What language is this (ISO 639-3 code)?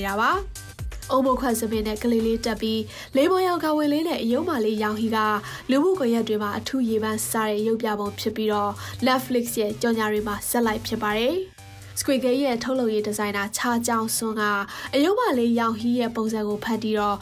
mya